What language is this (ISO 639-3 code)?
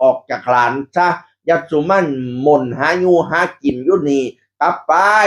tts